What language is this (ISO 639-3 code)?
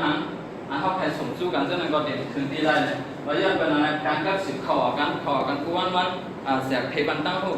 shn